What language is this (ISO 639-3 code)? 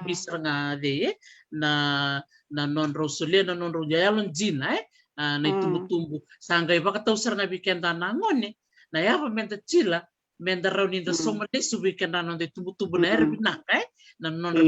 fij